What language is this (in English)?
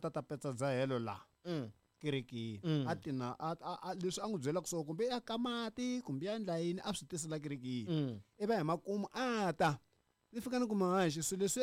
Tsonga